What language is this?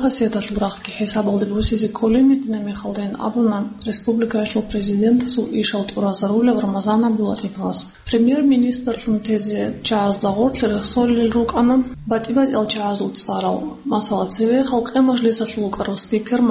Avaric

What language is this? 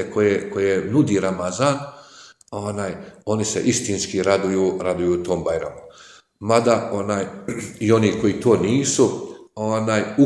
Croatian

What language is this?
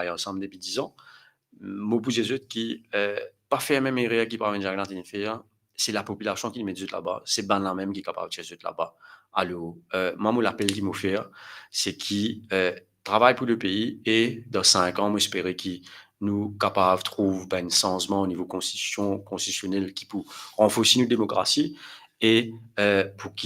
Morisyen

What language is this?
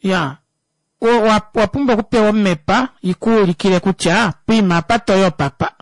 Kuanyama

